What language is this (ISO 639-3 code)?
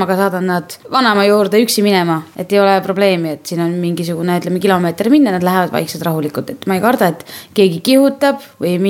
est